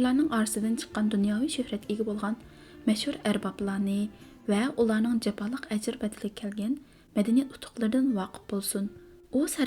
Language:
Uyghur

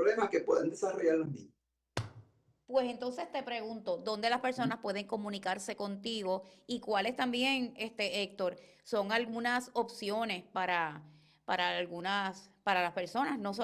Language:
Spanish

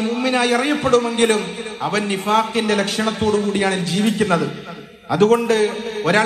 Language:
Malayalam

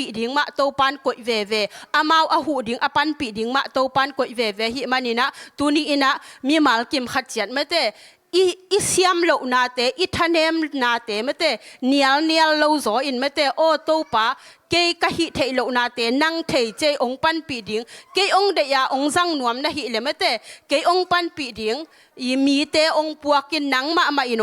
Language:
Tedim Chin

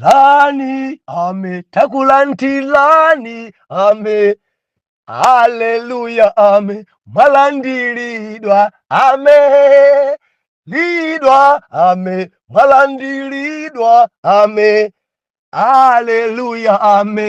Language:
Nyanja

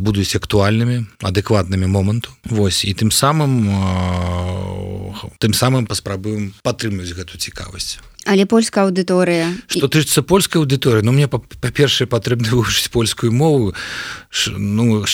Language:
Belarusian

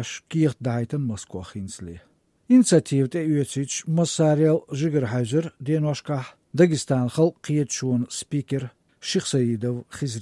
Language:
Chechen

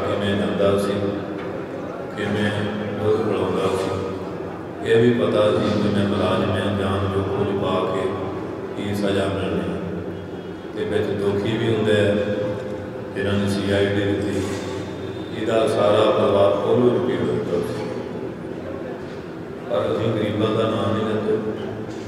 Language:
Punjabi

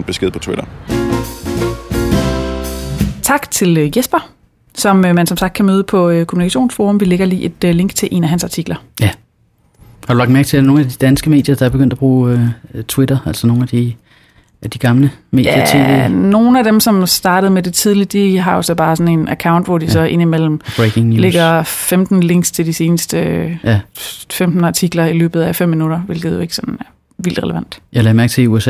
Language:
Danish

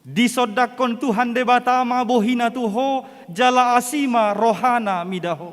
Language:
Batak Toba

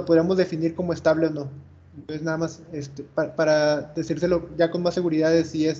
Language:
Spanish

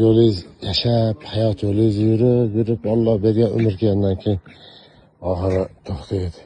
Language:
Uzbek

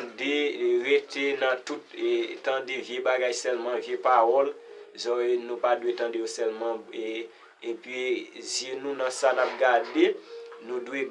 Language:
Haitian Creole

